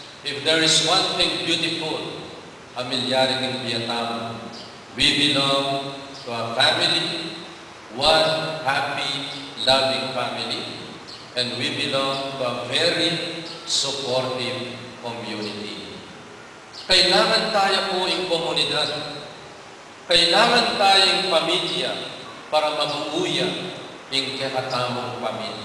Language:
Pampanga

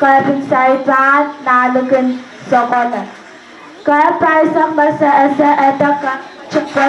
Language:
Pohnpeian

